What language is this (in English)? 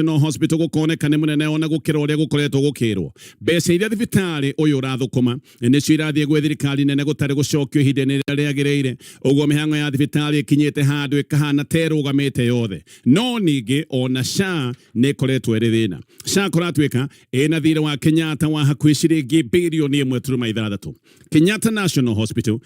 Kikuyu